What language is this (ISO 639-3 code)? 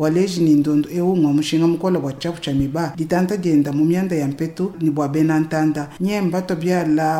lua